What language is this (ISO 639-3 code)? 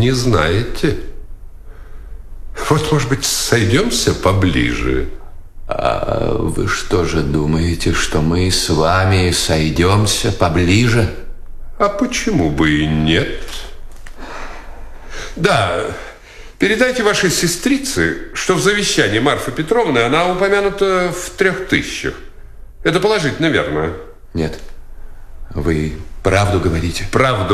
rus